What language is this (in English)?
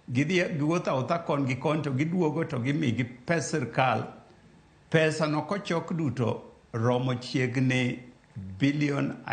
Luo (Kenya and Tanzania)